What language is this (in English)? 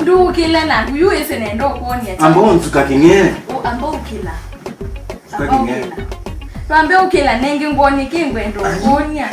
Kamba